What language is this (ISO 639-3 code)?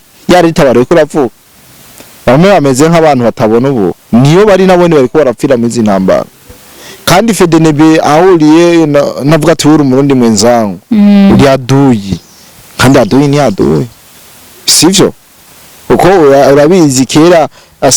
run